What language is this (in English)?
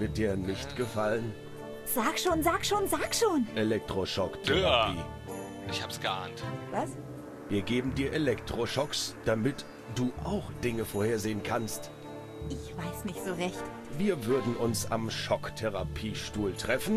German